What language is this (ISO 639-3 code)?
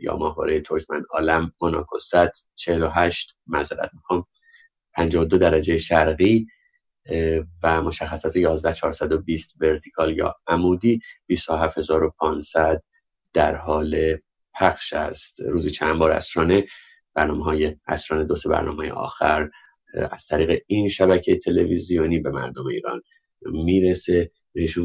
fas